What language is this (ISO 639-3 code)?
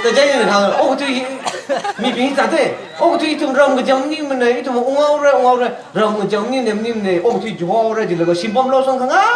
nmf